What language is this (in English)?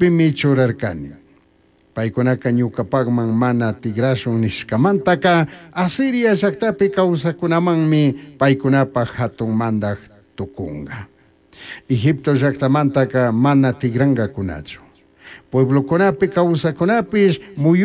Chimborazo Highland Quichua